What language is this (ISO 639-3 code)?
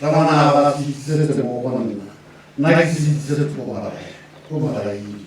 tsn